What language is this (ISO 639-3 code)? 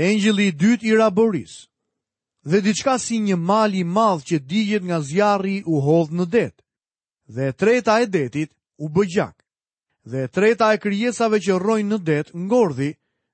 sqi